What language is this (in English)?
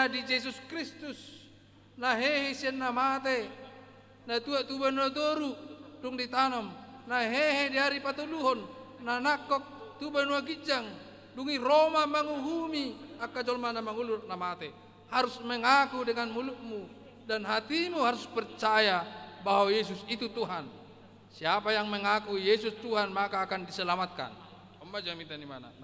Batak Toba